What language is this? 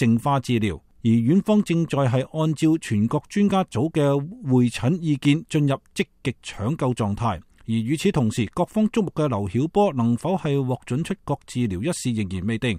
Cantonese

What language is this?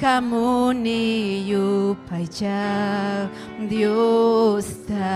Ayacucho Quechua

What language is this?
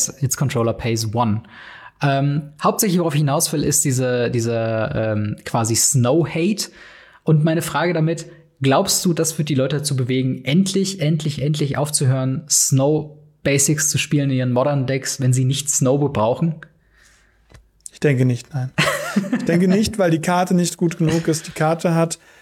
German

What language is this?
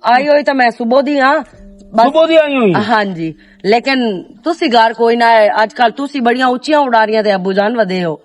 Western Panjabi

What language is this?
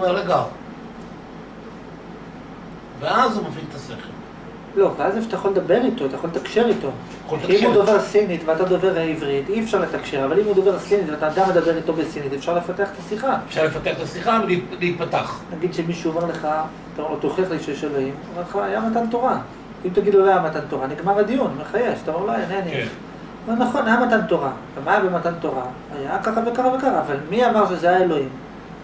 Hebrew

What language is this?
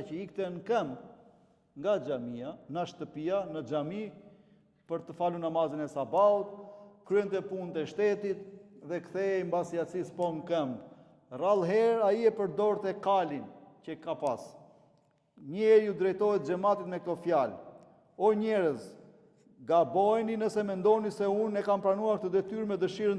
Albanian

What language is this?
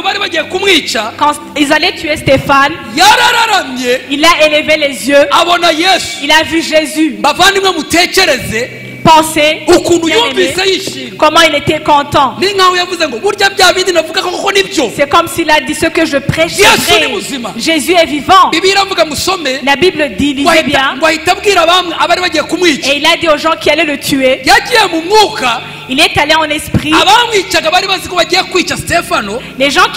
Kinyarwanda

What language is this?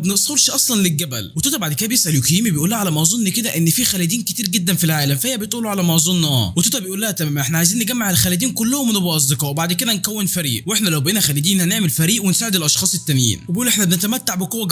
Egyptian Arabic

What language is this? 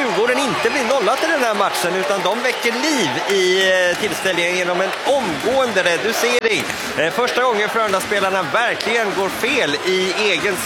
Swedish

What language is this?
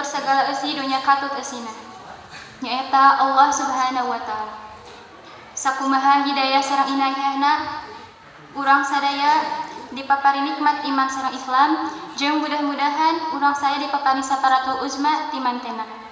Sundanese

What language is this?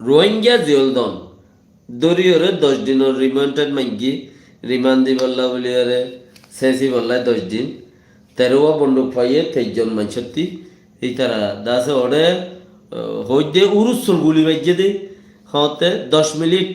Rohingya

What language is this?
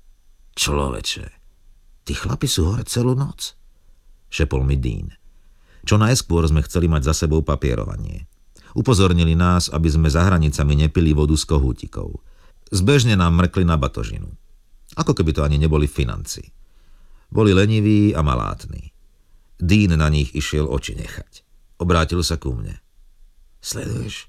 Slovak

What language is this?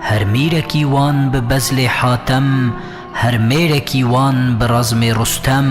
Kurdish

